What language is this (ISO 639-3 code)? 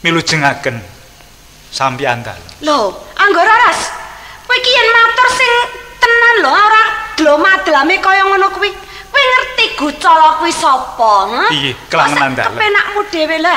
jav